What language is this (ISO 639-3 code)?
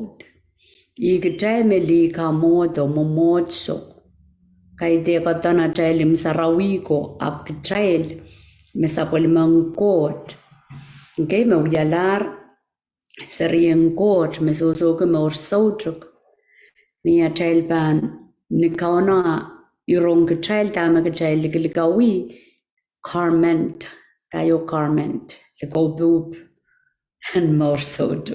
pon